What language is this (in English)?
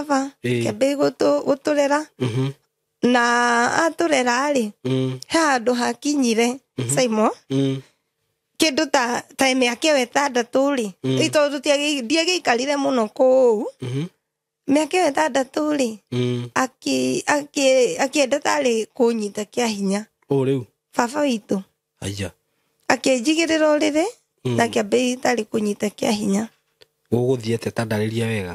Kikuyu